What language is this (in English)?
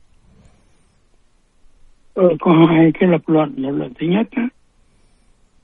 Vietnamese